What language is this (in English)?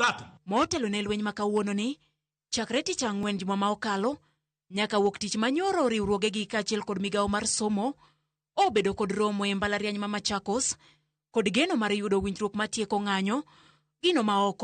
Luo (Kenya and Tanzania)